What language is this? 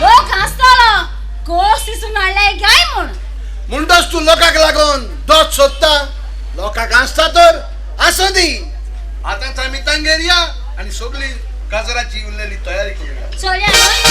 Konkani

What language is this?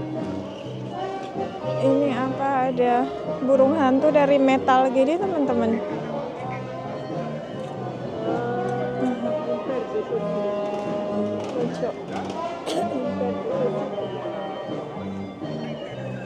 Indonesian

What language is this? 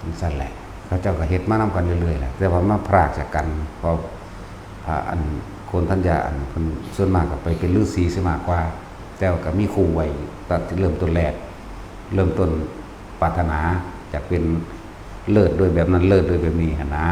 Northeastern Thai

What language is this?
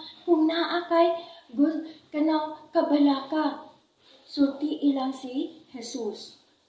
Cebuano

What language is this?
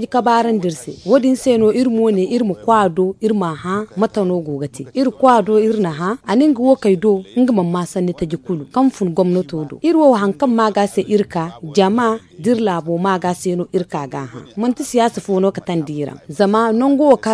Zarma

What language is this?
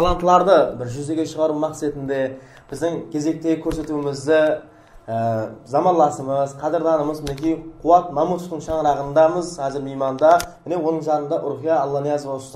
Kara-Kalpak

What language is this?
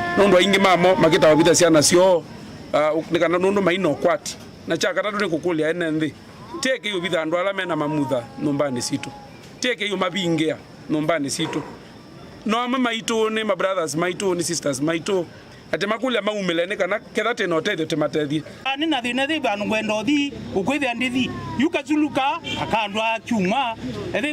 Kamba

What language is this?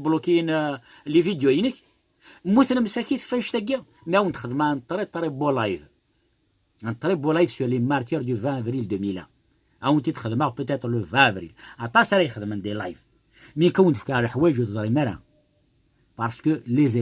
Kabyle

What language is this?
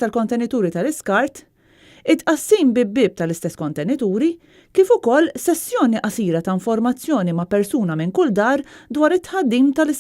Maltese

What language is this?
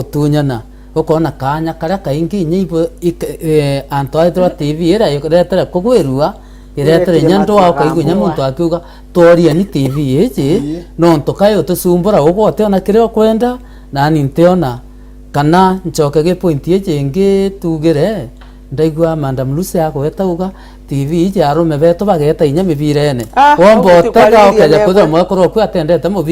Meru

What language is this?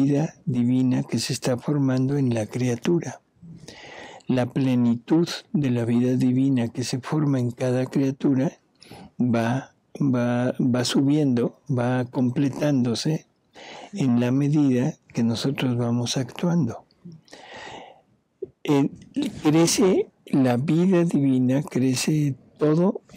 Spanish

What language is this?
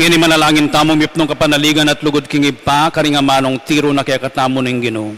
Pampanga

